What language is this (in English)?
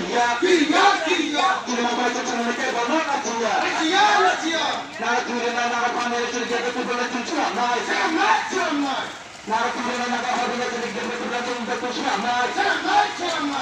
Kok Borok